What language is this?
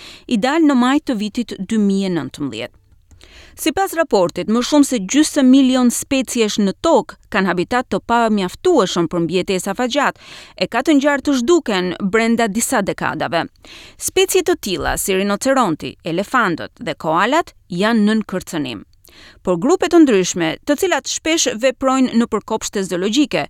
Albanian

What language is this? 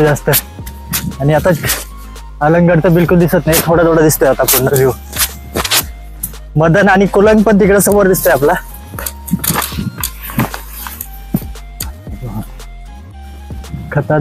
Marathi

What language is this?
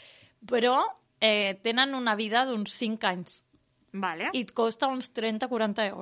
Catalan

